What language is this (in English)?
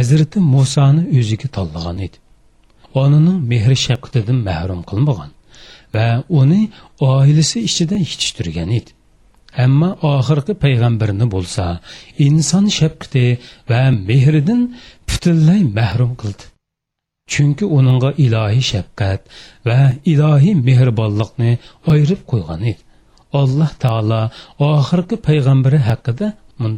Uyghur